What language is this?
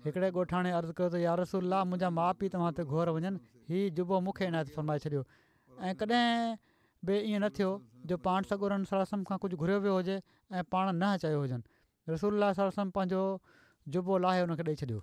Sindhi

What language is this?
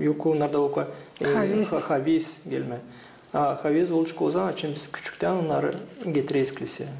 Gagauz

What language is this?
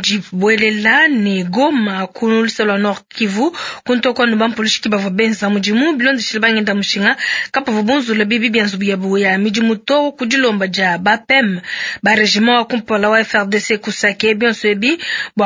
Luba-Lulua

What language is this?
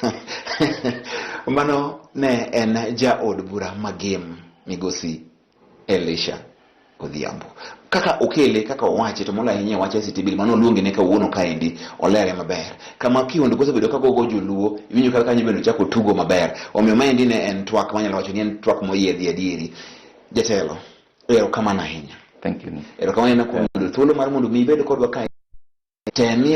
Luo (Kenya and Tanzania)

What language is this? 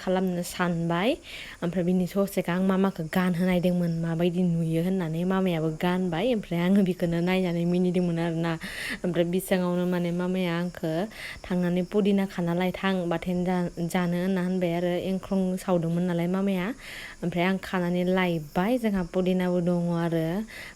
Bodo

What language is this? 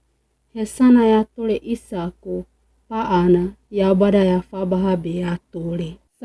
Wagawaga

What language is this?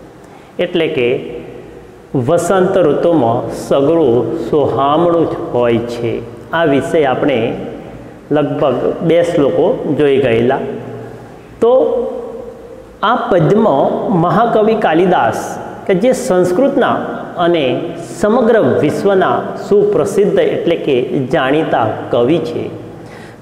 Gujarati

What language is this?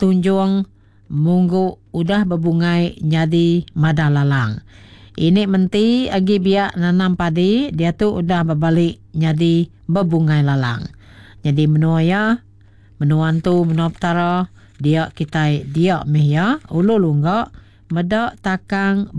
Iban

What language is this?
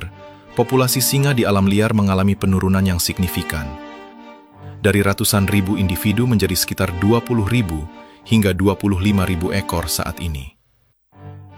Indonesian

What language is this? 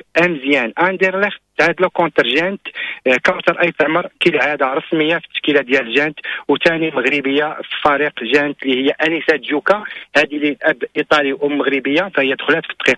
Moroccan Arabic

